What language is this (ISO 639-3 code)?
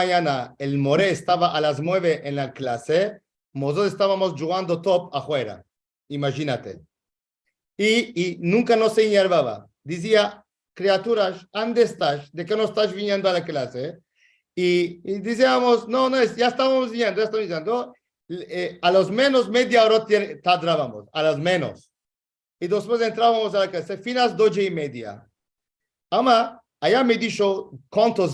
lad